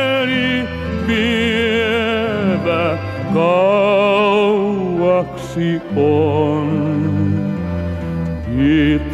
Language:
Finnish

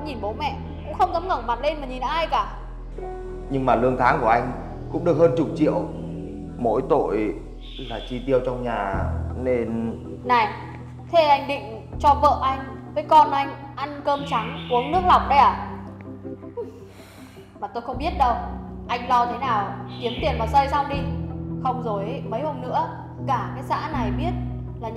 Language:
Vietnamese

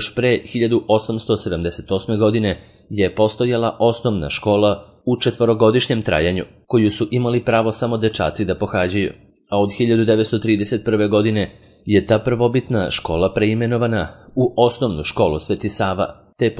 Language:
Serbian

